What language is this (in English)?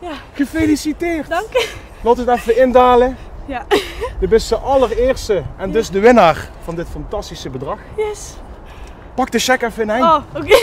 Limburgish